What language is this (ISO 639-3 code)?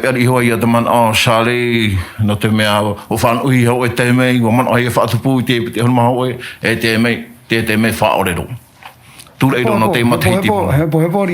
tah